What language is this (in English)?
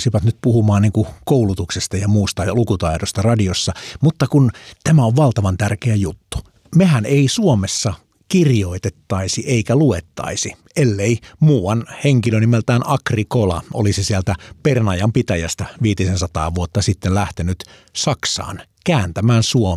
Finnish